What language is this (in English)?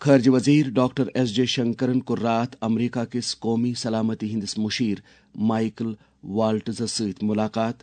Kashmiri